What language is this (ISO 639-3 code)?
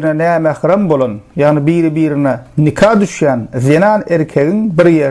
tuk